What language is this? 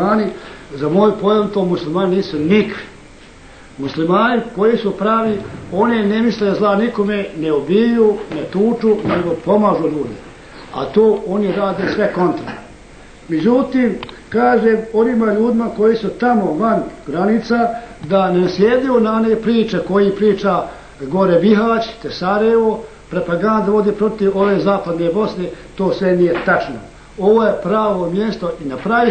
Bosnian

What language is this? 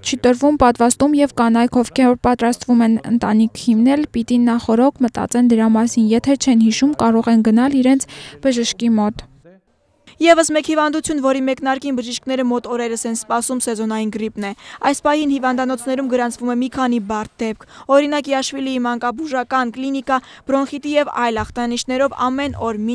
Armenian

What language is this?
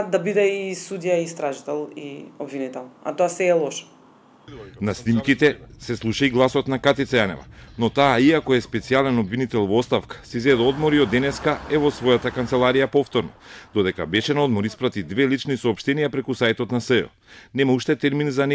Macedonian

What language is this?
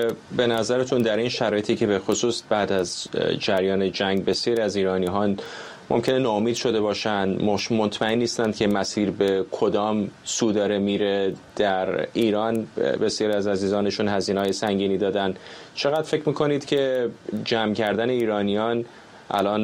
Persian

